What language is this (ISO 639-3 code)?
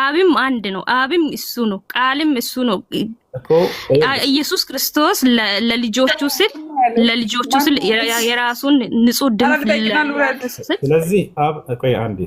amh